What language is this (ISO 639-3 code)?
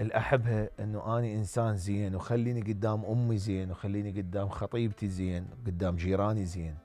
acm